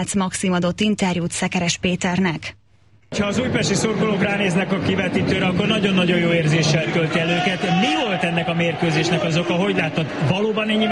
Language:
Hungarian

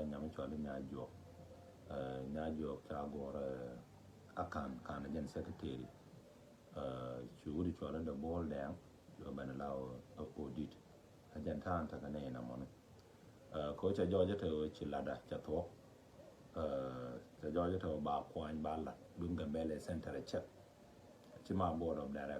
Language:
Nuer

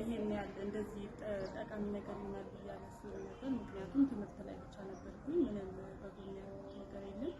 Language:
Amharic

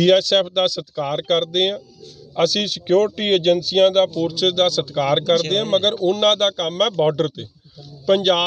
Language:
Punjabi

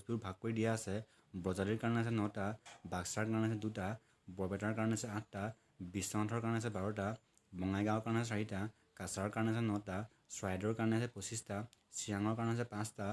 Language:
Assamese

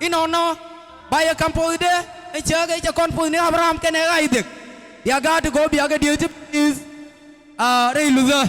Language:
Nuer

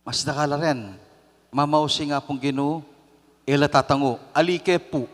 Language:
Pampanga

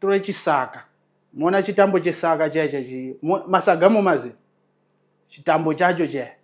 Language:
Shona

